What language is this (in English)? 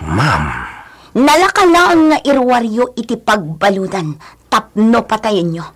Iloko